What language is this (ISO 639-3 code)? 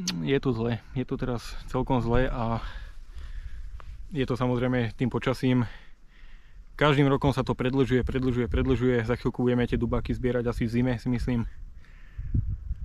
slk